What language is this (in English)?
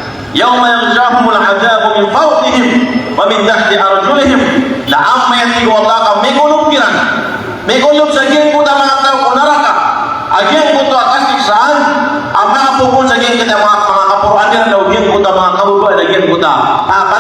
Maranao